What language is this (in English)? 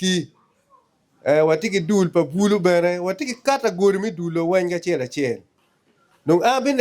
Acoli